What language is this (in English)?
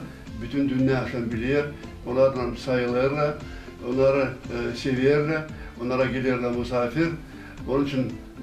Gagauz